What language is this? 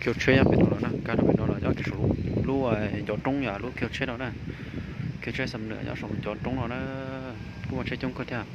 Hmong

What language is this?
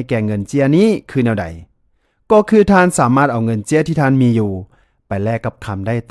Lao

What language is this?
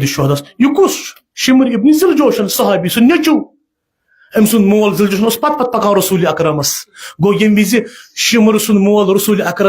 Kashmiri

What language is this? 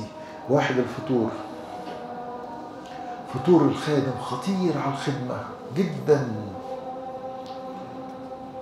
Egyptian Arabic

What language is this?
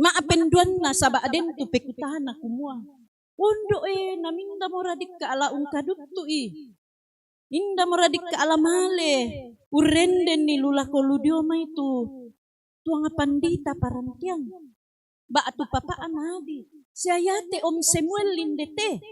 Toraja-Sa'dan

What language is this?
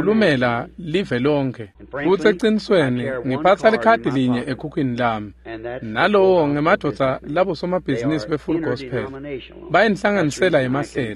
Swati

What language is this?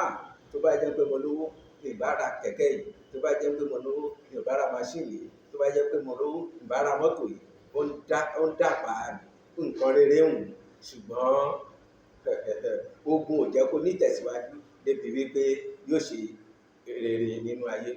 Yoruba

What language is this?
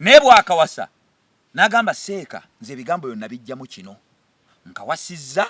Ganda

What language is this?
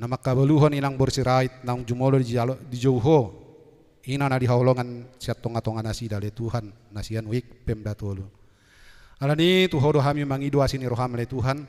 Batak Toba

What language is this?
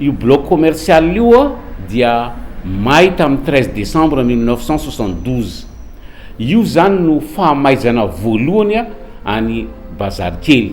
Malagasy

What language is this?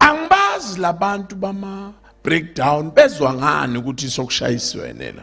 Zulu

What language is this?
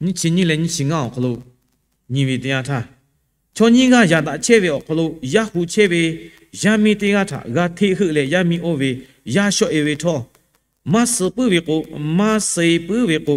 Lahu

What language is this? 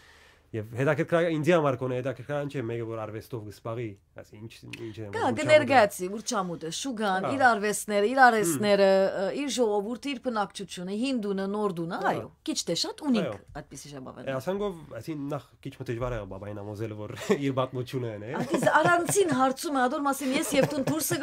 Western Armenian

